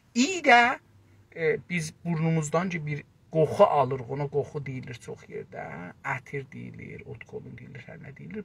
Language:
South Azerbaijani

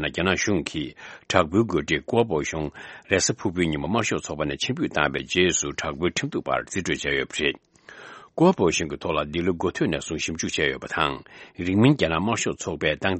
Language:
Tibetan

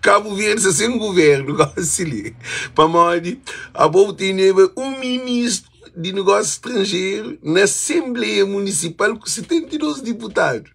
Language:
Kabuverdianu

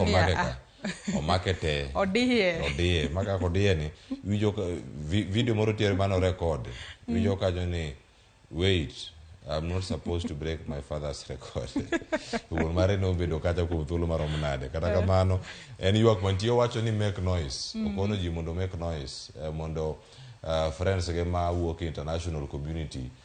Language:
Luo (Kenya and Tanzania)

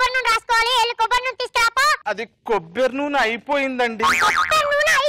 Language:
Telugu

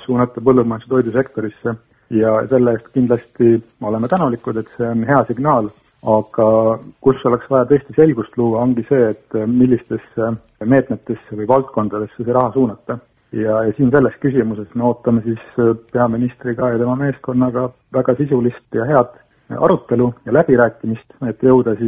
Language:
Estonian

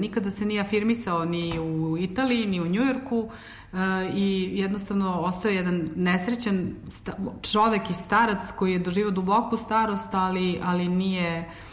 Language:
Serbian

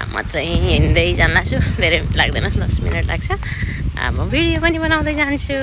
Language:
Nepali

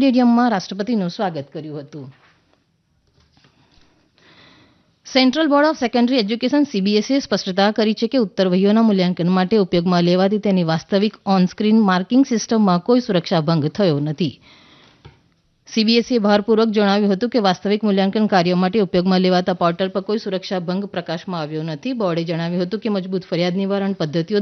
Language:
Gujarati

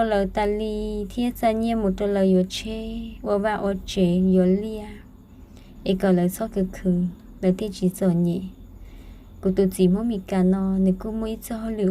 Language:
Hmong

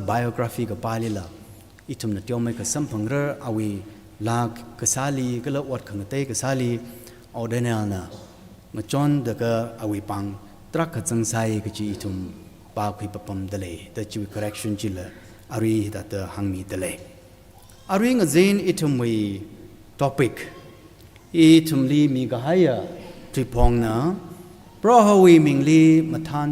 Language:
Tangkhul Naga (India)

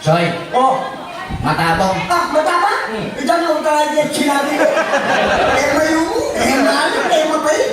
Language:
Pampanga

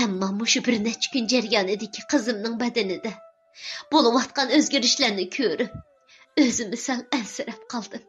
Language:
Uyghur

